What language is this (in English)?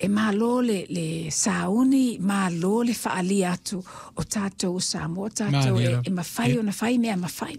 Samoan